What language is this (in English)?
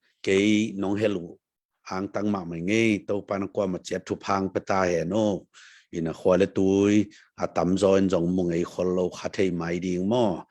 Tedim Chin